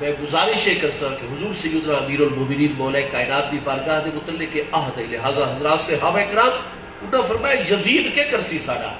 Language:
Saraiki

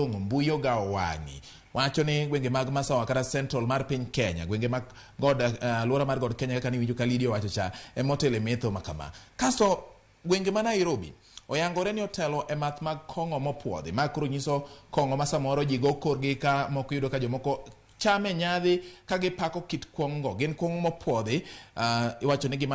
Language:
Luo (Kenya and Tanzania)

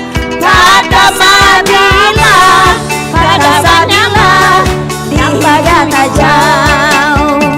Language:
Banjar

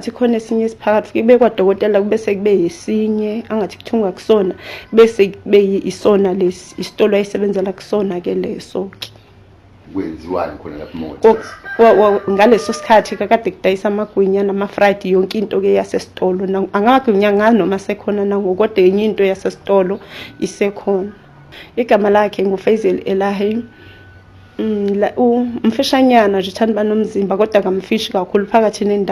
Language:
Zulu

